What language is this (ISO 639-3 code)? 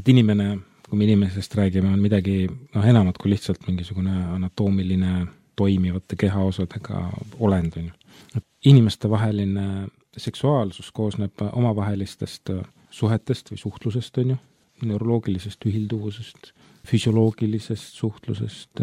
est